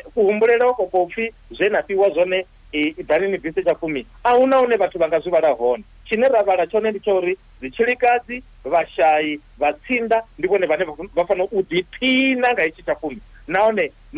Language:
Venda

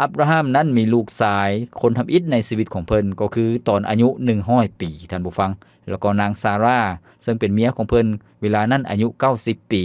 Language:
Lao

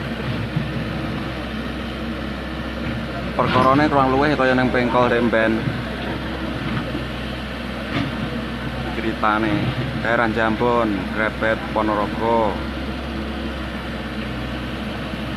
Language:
Javanese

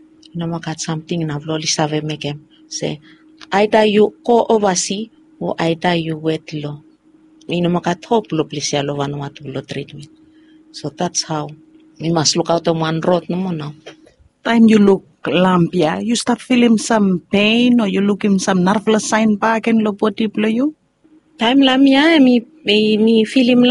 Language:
Bislama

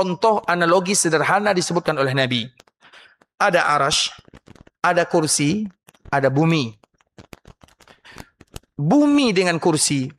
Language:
Indonesian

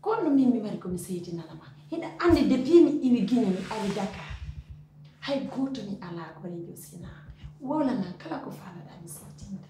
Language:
Pular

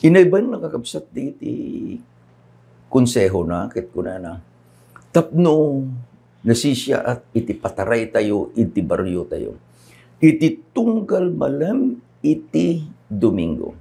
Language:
Iloko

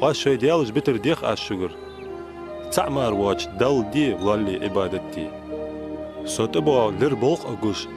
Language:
Ingush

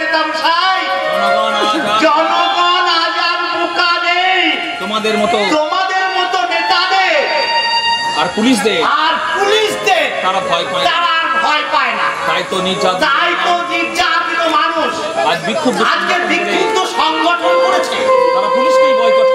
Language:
Bangla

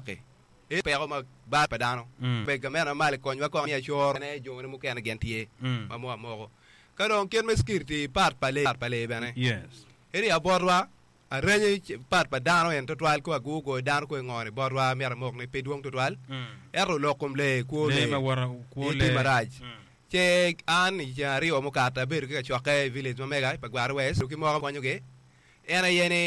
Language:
Acoli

